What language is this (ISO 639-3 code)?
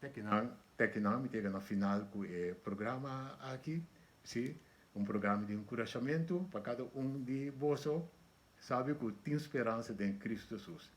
pap